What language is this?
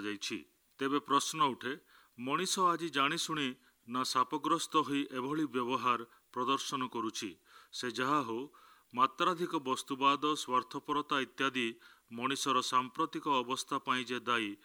Odia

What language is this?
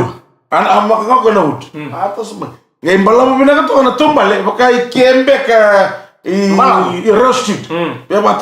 Fijian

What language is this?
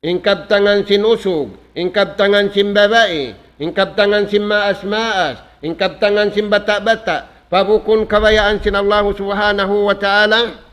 Tausug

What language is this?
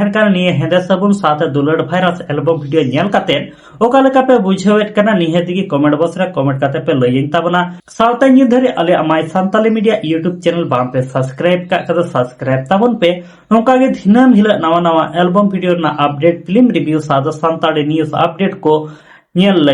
Santali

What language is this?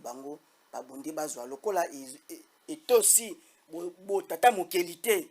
Lingala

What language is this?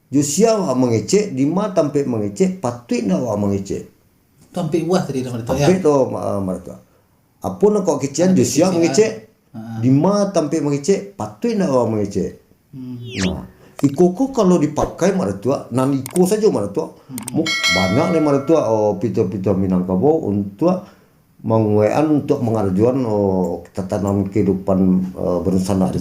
Minangkabau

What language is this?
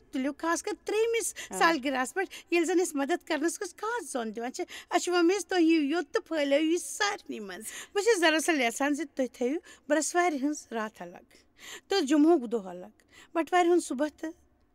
Kashmiri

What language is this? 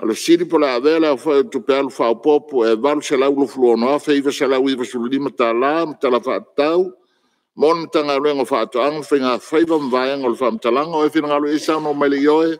Samoan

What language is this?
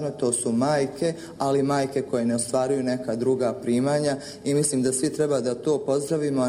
Bosnian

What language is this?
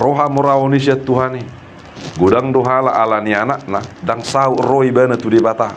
Batak Toba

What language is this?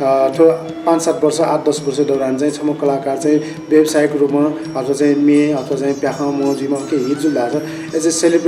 Newari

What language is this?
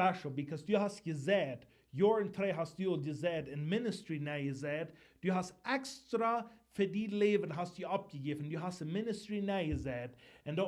Plautdietsch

